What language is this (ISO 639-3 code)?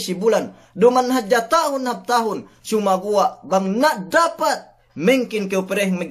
yka